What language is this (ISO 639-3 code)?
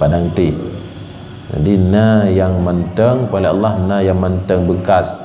ace